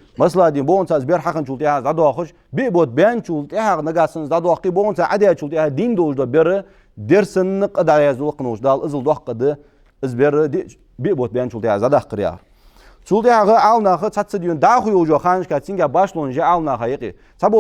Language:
Ingush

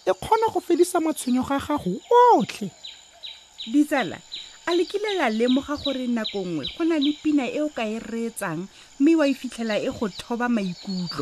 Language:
Tswana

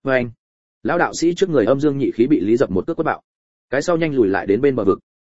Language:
Vietnamese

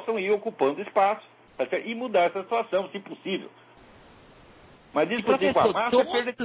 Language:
Portuguese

